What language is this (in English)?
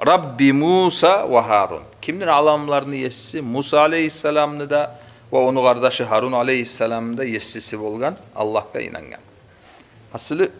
Kumyk